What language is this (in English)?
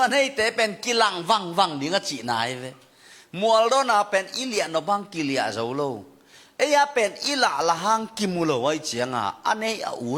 Tedim Chin